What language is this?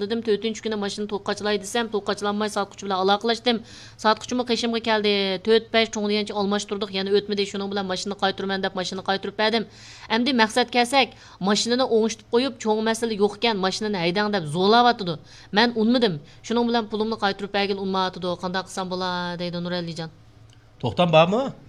Uyghur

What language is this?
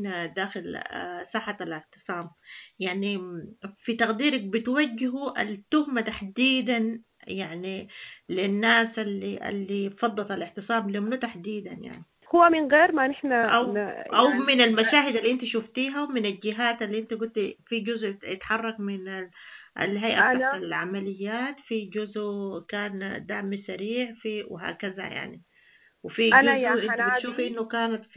Sudanese Arabic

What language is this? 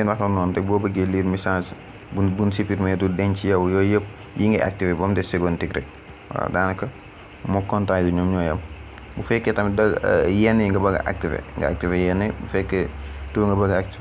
Wolof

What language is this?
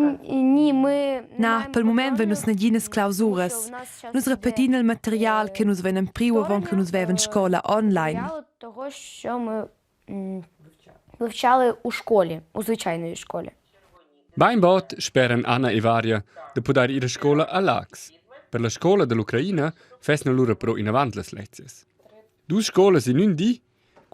Romansh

